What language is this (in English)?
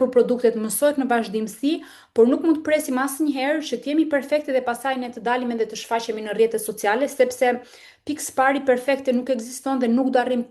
Albanian